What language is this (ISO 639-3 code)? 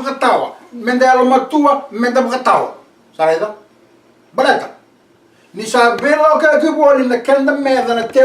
fij